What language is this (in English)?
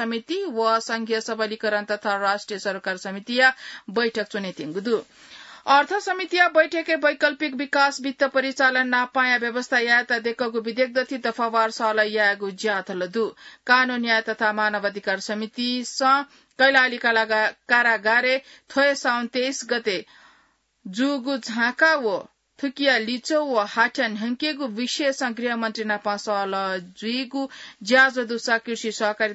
Newari